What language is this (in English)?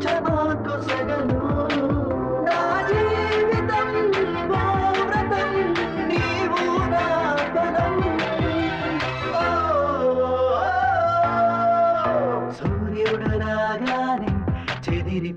Telugu